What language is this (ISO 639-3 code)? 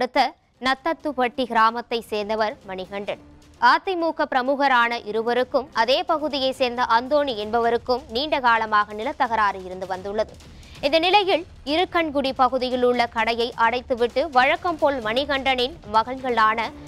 tam